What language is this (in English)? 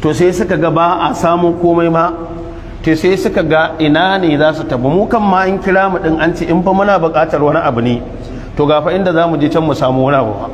Hausa